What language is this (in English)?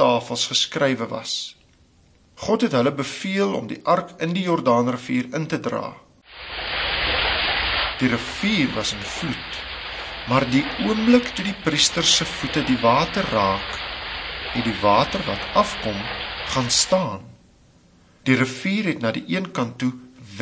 Afrikaans